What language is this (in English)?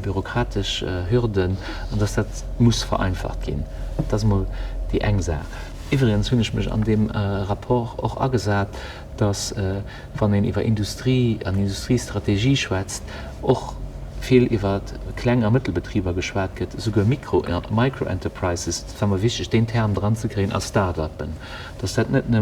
Luxembourgish